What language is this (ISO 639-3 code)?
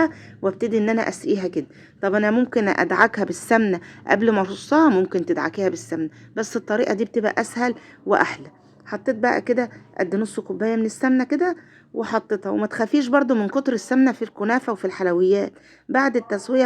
arz